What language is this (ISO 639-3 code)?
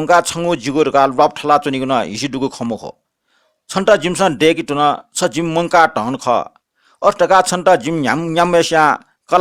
new